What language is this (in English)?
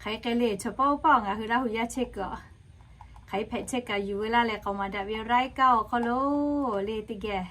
Lahu